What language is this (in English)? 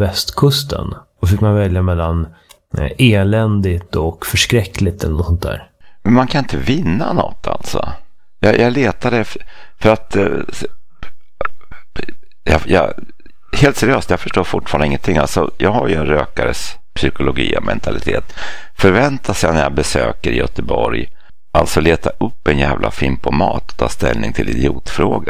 Swedish